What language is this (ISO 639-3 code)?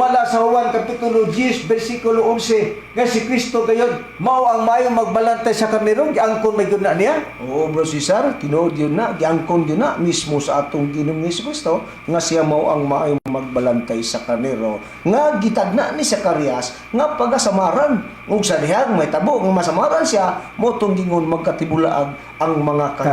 ceb